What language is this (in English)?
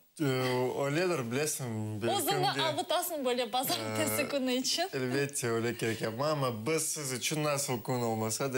Crimean Tatar